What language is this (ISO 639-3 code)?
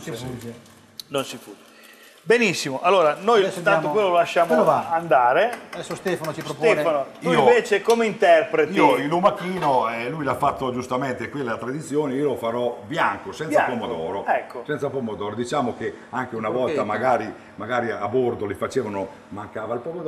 ita